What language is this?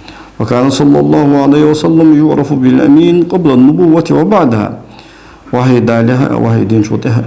Ingush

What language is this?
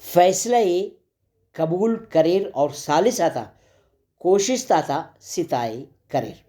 Brahui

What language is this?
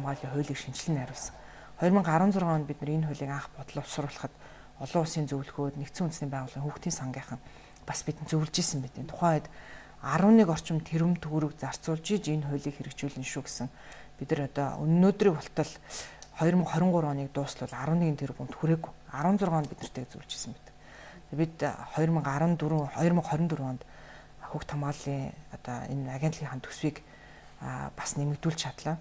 Mongolian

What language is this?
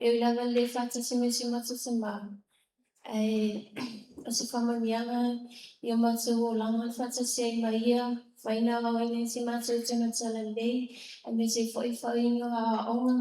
Samoan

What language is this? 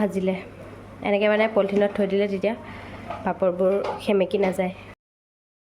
Assamese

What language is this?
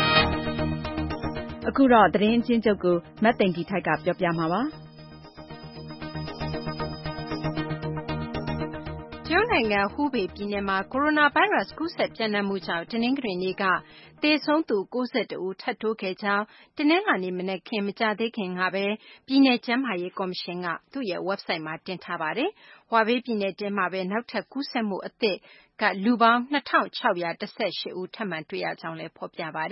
Burmese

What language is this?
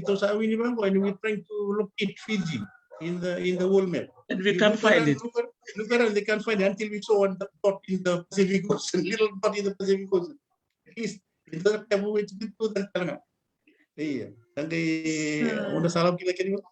Fijian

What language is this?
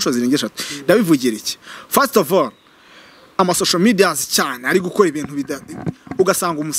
Kinyarwanda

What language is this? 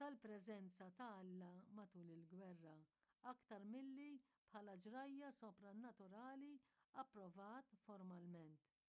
Maltese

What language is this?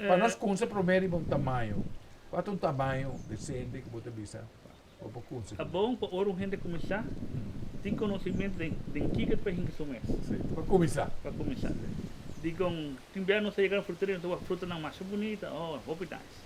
Papiamento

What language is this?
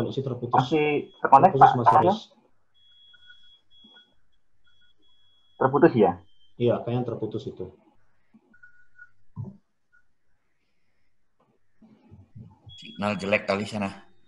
Indonesian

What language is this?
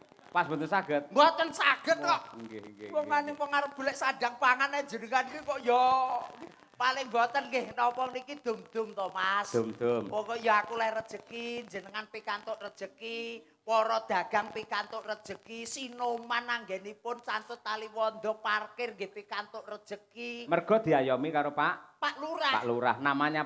Javanese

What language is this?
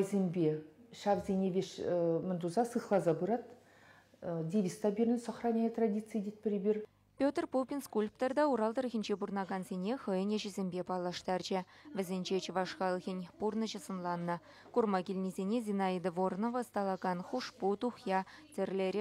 Chuvash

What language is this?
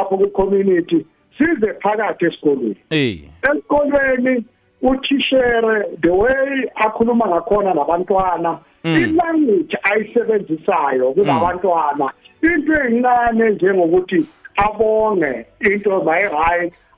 South Ndebele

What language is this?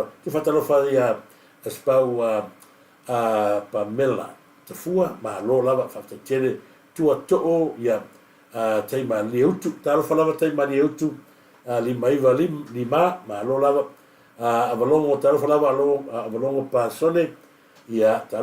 Samoan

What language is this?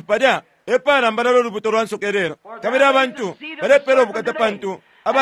Bemba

